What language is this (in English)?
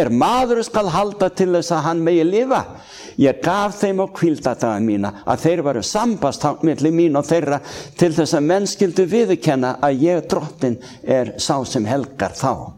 Icelandic